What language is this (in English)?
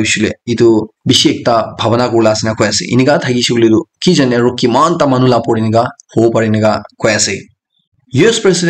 Naga Pidgin